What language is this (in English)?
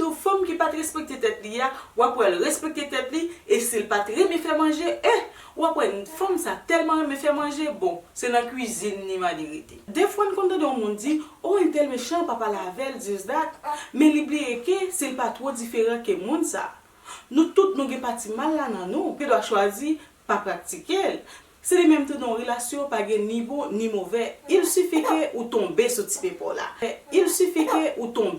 Haitian Creole